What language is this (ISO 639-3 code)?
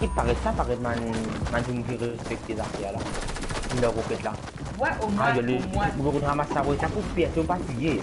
mfe